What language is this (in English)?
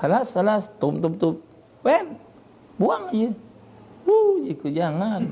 Musi